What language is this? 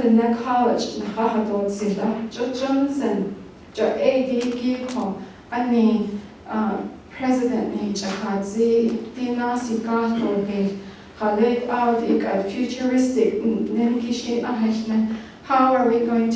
Navajo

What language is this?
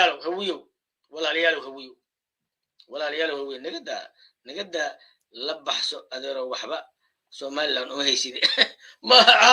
Somali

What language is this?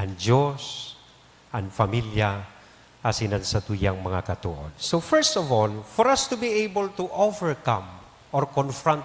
Bikol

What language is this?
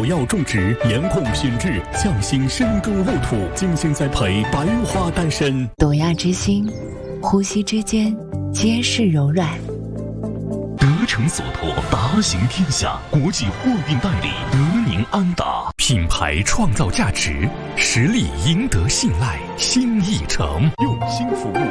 Chinese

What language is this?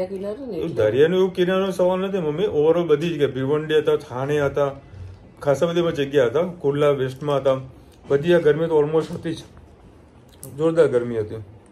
Gujarati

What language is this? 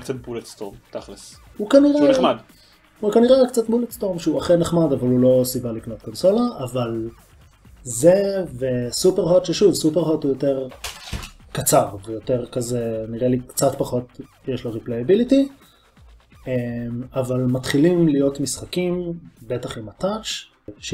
Hebrew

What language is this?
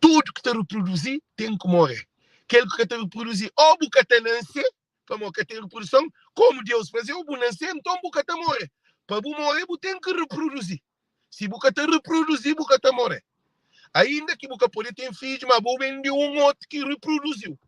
Kabuverdianu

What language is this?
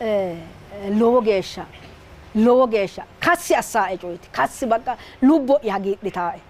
Sidamo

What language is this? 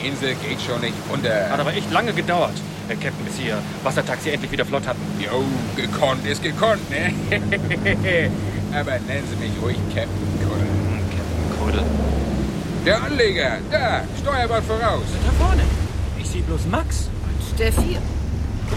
German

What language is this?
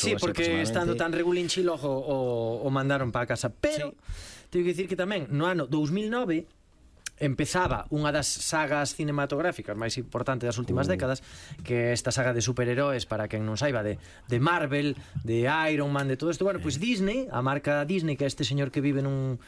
Galician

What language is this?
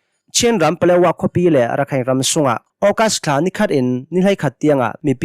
Hakha Chin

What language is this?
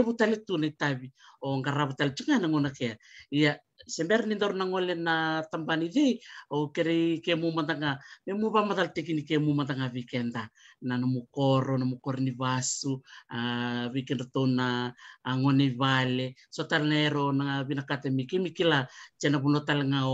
Fijian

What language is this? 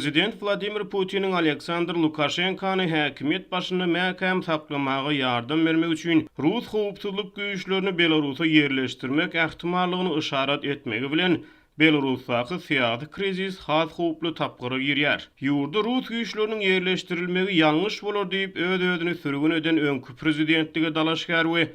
Turkmen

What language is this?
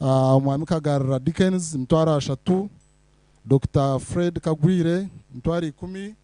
Nyankole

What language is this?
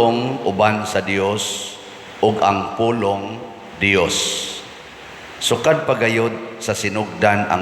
Cebuano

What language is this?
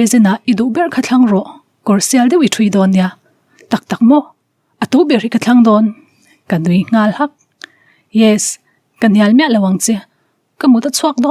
Mizo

